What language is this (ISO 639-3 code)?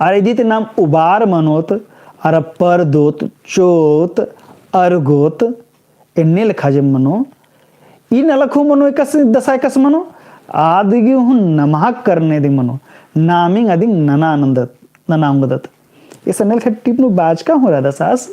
kru